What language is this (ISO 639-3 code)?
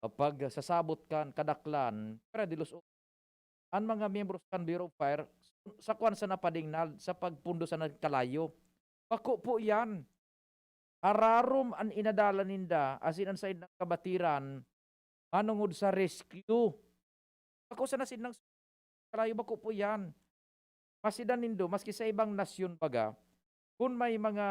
bik